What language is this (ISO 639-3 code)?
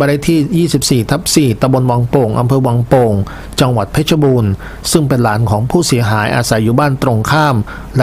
tha